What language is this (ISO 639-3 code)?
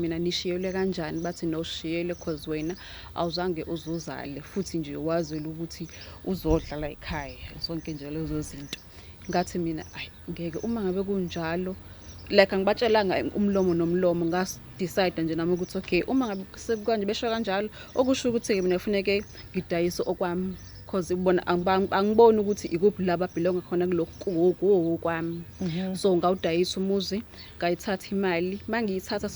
zul